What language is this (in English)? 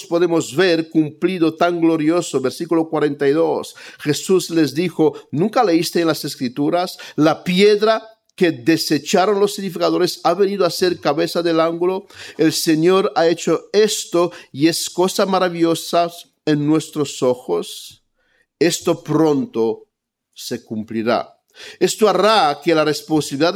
Spanish